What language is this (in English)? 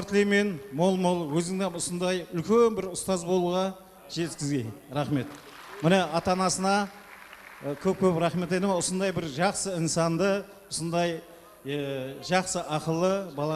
Kara-Kalpak